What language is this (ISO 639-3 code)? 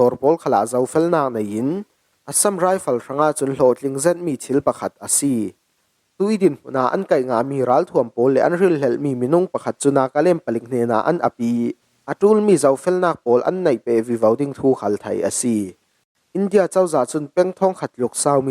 cfm